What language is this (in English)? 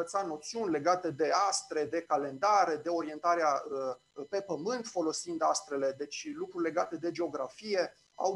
Romanian